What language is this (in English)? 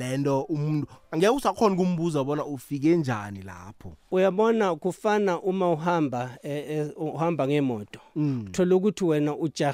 South Ndebele